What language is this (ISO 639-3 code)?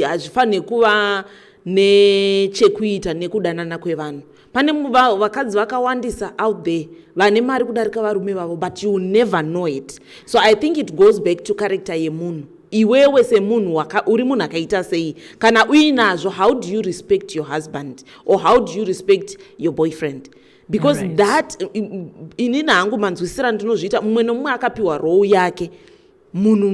sna